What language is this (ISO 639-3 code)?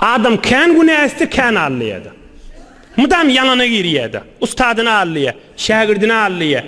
tuk